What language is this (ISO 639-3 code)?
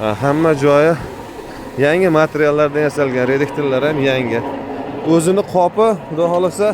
uzb